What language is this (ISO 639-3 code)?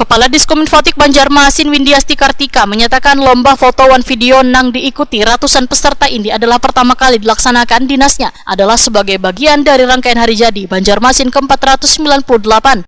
bjn